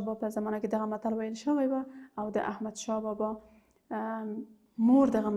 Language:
Pashto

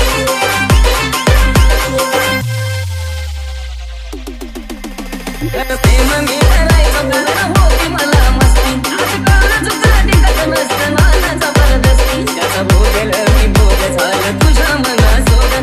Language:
Marathi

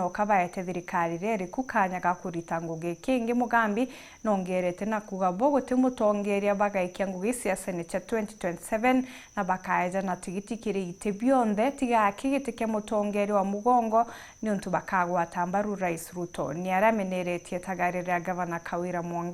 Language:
Meru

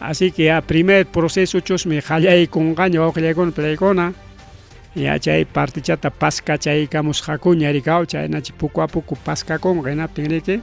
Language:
Ayacucho Quechua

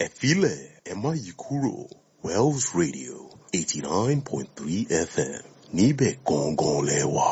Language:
Yoruba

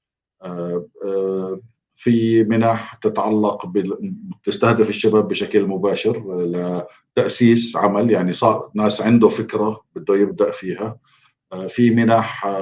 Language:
North Levantine Arabic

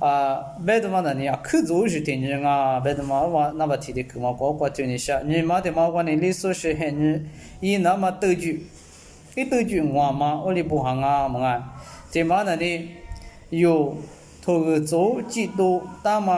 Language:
Lisu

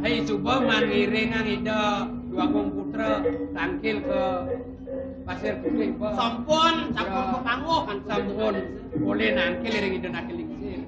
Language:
Balinese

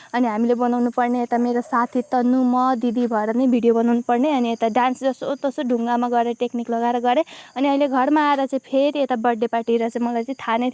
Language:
Nepali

